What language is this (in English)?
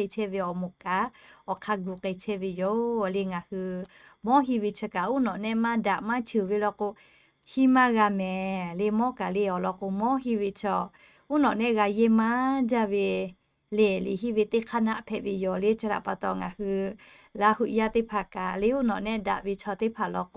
Lahu